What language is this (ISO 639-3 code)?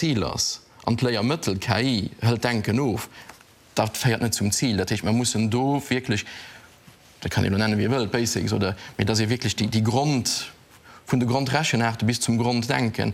ltz